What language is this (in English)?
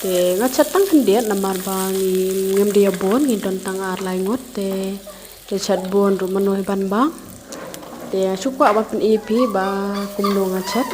Khasi